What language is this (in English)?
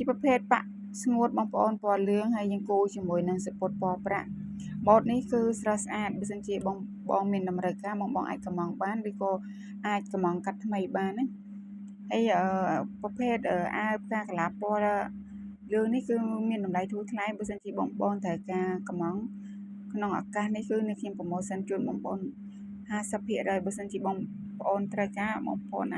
Khmer